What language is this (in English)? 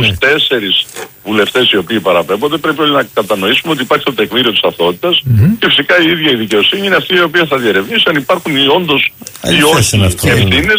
Greek